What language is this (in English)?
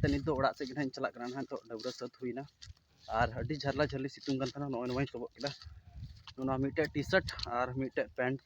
Santali